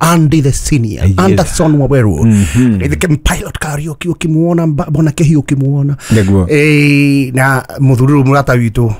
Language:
Kikuyu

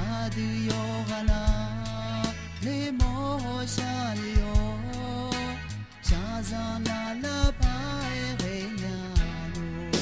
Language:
Akha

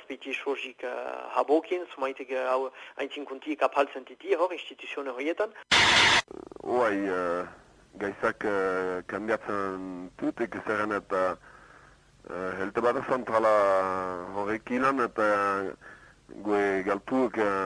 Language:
Basque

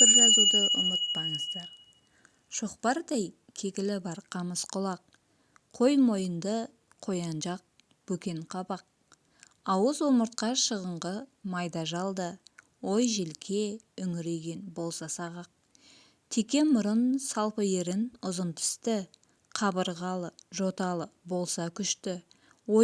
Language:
Kazakh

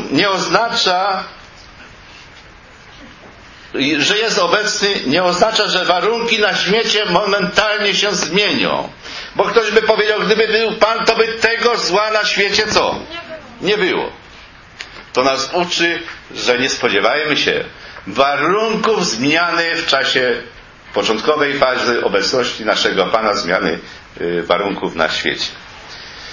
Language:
Polish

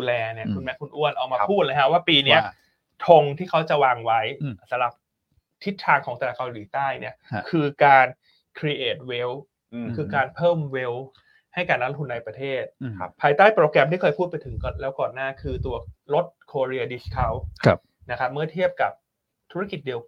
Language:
Thai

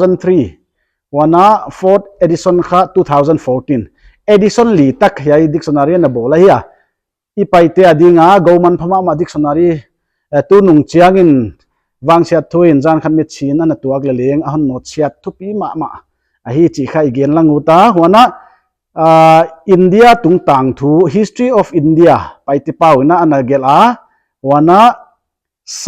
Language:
Paite Chin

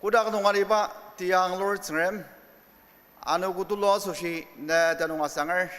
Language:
Ao Naga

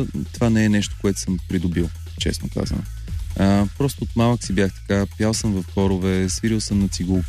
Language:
Bulgarian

